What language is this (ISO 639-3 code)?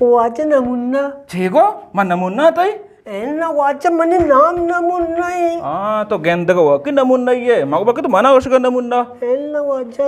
bgp